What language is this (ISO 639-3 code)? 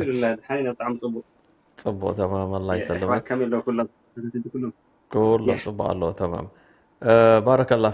tir